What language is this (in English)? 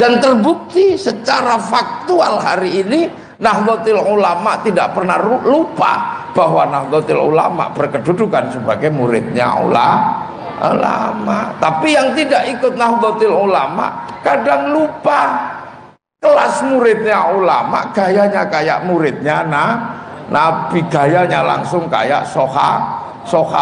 Indonesian